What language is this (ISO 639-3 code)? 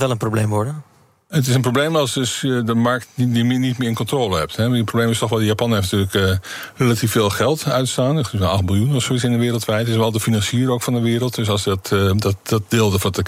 nld